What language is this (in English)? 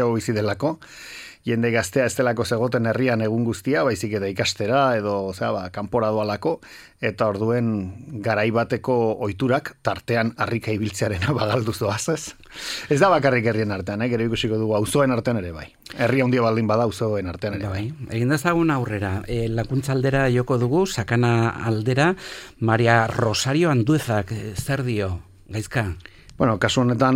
Basque